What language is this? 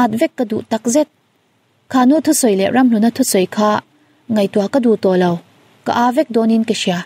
Mizo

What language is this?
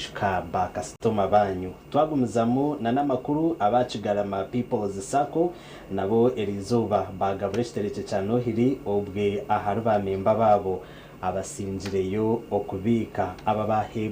Nyankole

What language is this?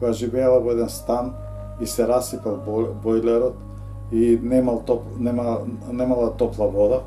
Macedonian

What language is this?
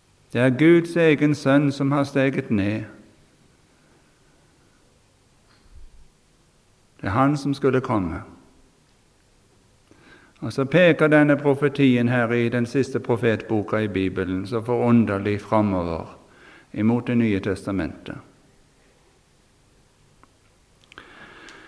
Norwegian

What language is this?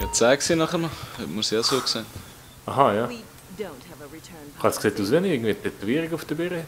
Swiss German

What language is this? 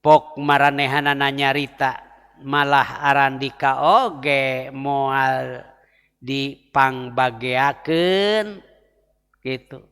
Sundanese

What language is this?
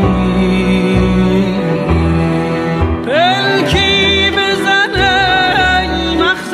Persian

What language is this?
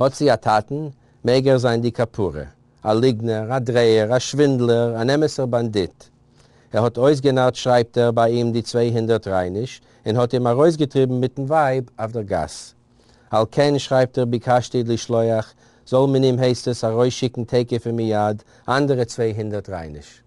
Yiddish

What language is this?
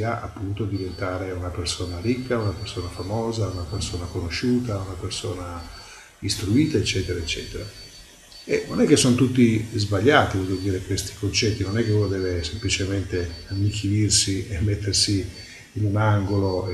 Italian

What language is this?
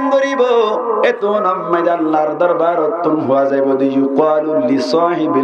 Rohingya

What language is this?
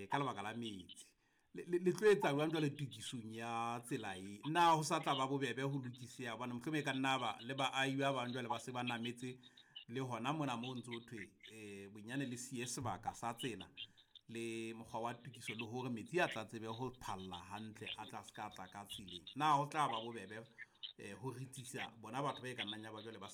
Southern Sotho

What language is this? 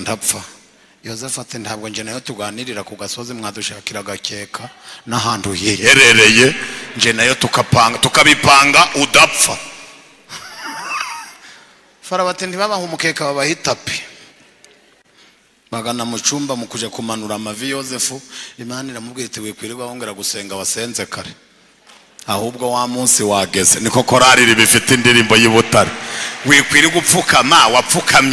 Kinyarwanda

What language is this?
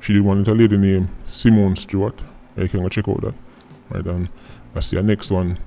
Jamaican Creole English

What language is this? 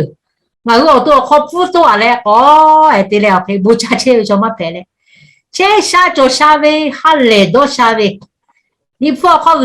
Lahu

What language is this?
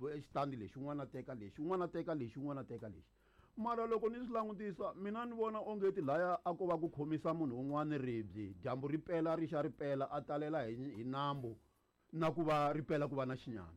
Tsonga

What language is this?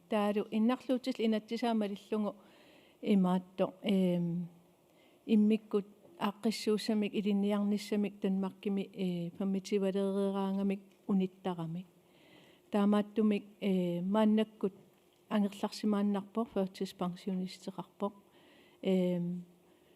Kalaallisut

